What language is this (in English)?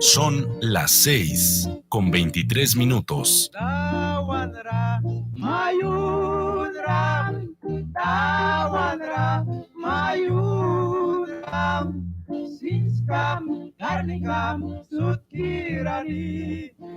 Mískito